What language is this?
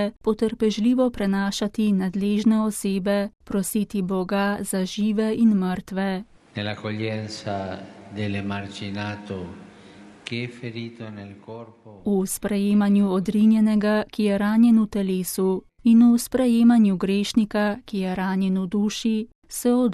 Slovenian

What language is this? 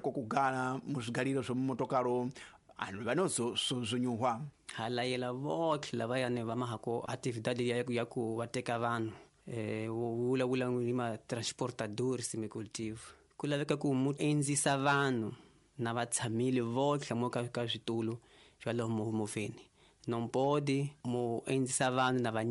Tsonga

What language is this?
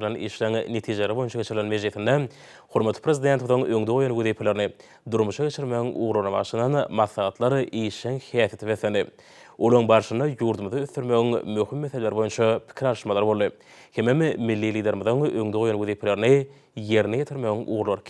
Turkmen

